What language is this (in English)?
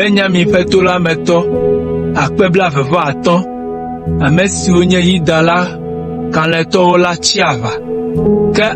Ewe